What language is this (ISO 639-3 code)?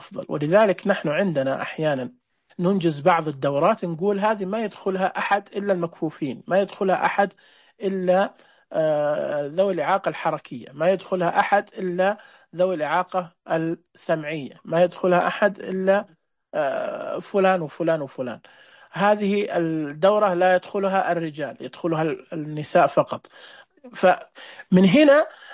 ars